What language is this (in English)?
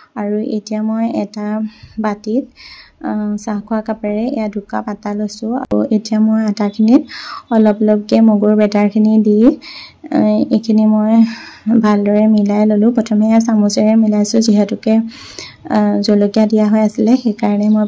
Assamese